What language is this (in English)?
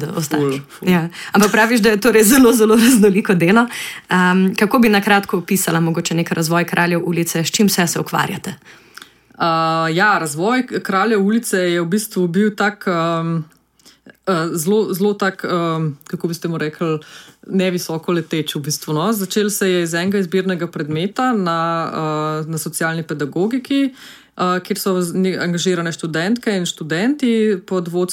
Slovenian